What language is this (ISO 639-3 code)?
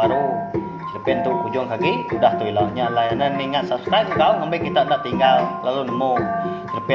iba